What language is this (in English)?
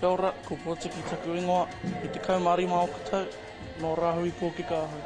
Māori